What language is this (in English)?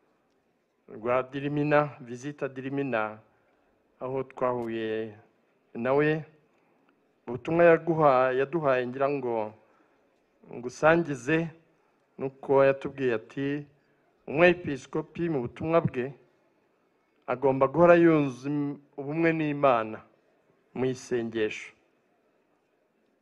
Kinyarwanda